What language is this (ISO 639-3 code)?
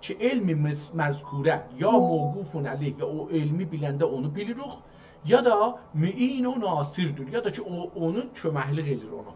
azb